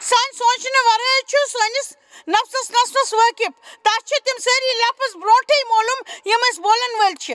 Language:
Kashmiri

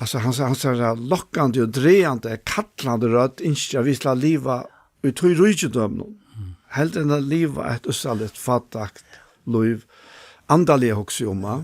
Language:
Faroese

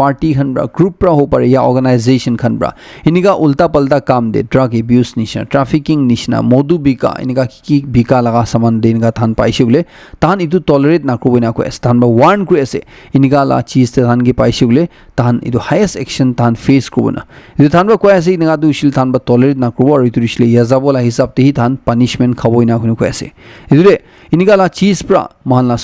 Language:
Naga Pidgin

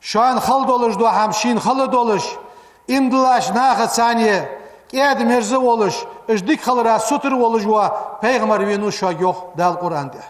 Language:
Ingush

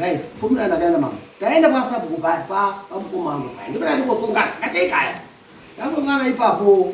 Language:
Shona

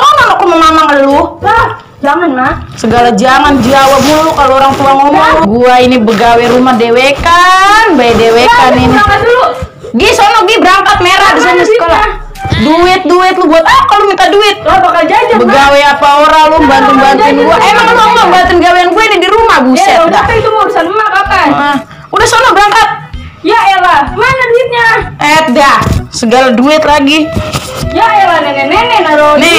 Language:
Betawi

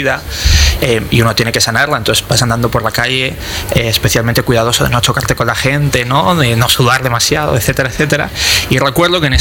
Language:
Spanish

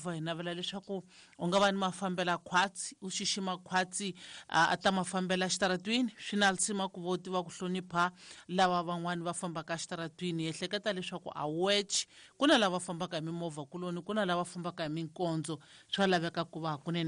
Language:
Tsonga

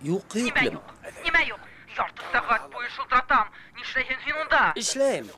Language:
Bashkir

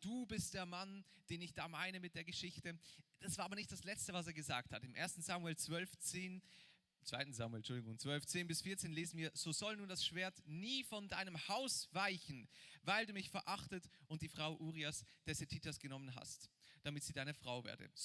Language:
Swiss German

